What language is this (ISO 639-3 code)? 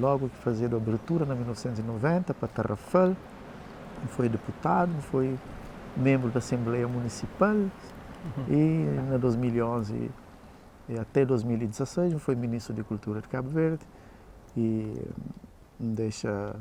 kea